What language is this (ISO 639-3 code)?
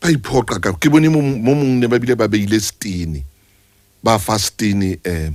sot